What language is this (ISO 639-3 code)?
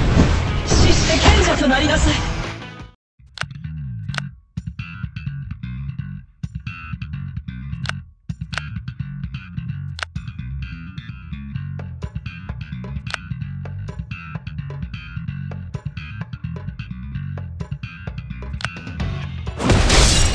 jpn